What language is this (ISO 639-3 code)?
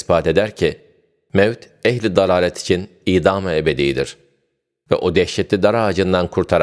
tur